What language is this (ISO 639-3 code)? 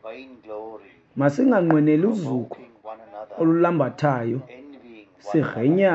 xho